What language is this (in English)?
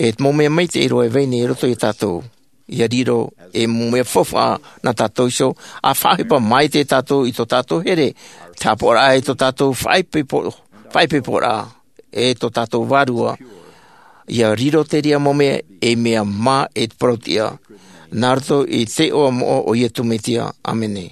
Tahitian